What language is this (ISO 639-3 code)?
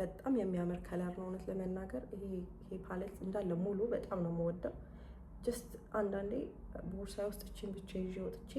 amh